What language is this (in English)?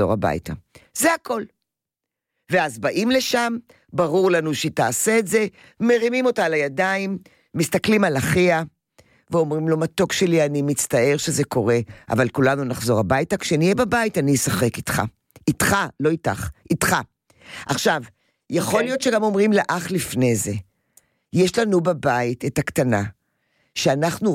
Hebrew